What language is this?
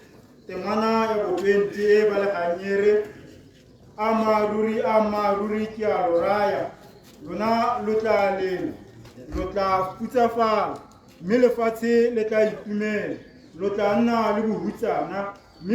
Tswana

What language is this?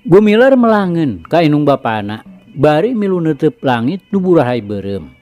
Sundanese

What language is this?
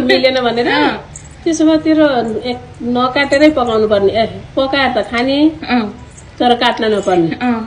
Nepali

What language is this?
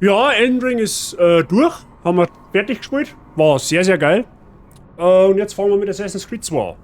Bavarian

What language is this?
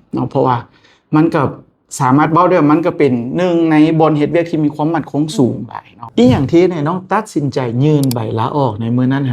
Lao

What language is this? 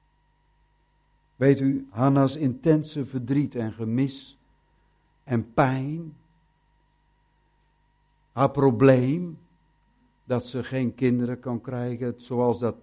Dutch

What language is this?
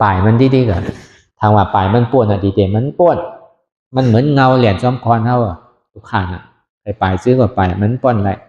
Shan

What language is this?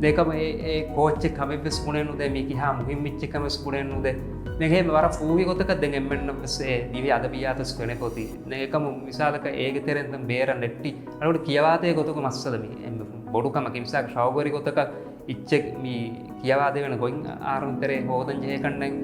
Divehi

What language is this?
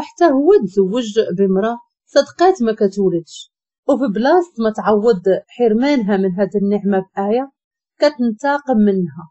Moroccan Arabic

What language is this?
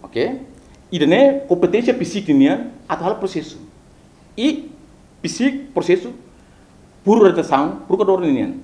Tetum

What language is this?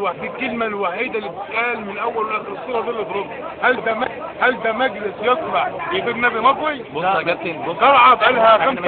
Egyptian Arabic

